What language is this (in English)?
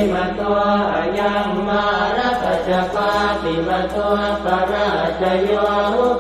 Pali